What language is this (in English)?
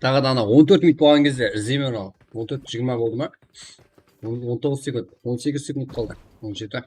Kara-Kalpak